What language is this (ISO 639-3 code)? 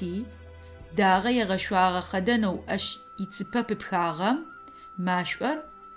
ady